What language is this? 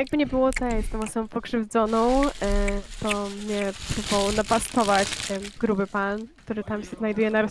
Polish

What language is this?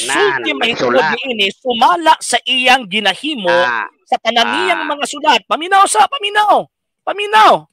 Cebuano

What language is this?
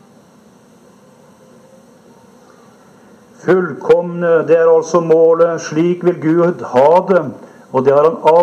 Norwegian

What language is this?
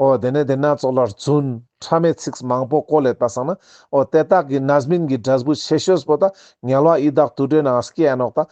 Ladakhi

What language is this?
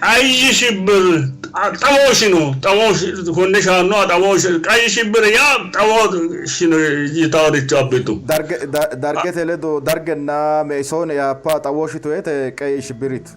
Sidamo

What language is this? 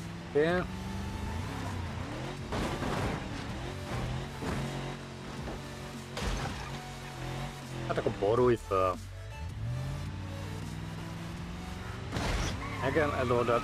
Hungarian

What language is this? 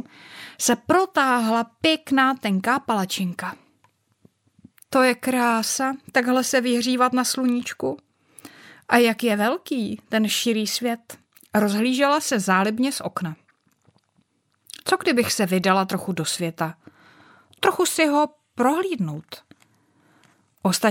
Czech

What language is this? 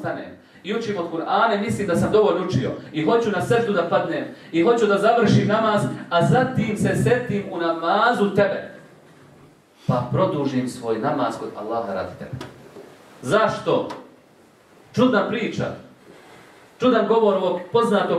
Bosnian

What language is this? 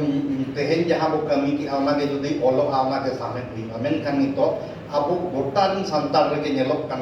Santali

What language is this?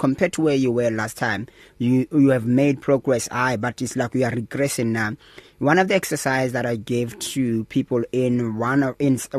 English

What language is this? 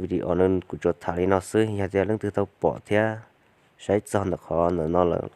Hmong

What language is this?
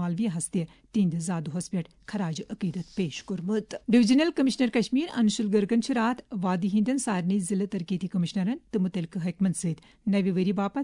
Kashmiri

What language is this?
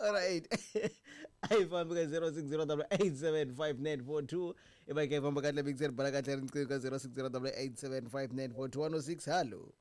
Tsonga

